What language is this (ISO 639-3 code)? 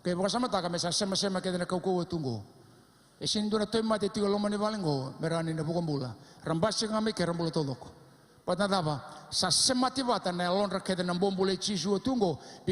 fij